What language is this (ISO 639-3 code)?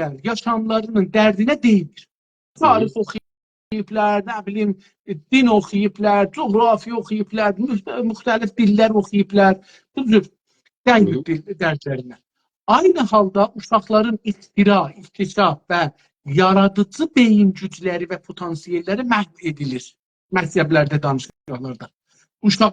azb